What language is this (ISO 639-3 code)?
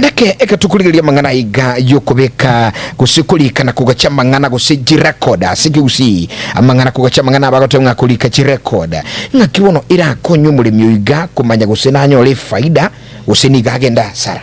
guz